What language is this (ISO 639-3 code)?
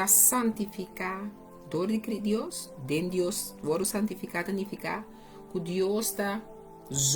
pap